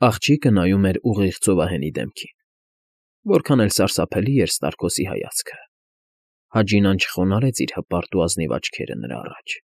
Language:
Armenian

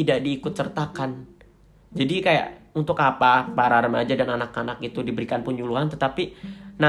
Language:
Indonesian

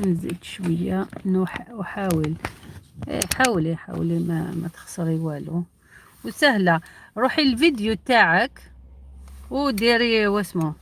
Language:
Algerian Arabic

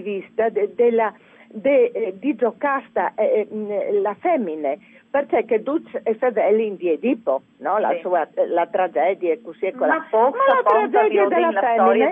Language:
Friulian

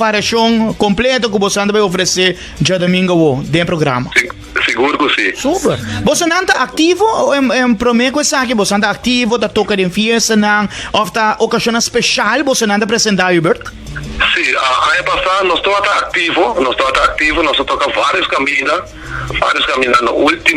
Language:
Papiamento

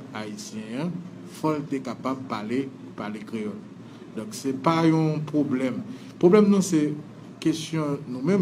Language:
Haitian Creole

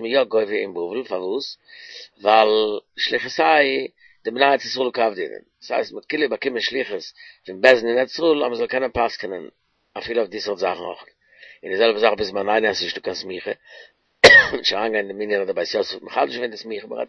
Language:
Yiddish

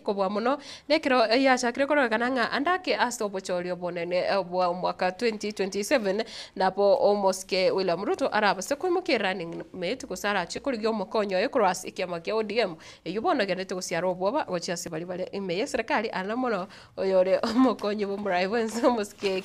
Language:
Gusii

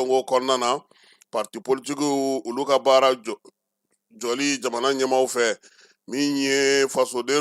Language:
Bambara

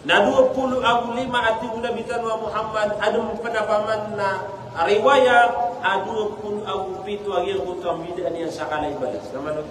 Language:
Maranao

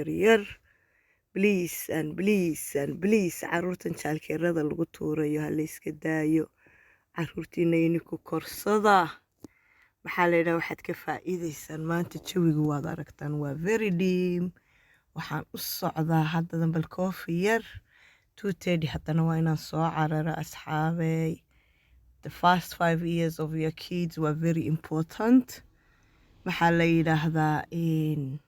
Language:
Somali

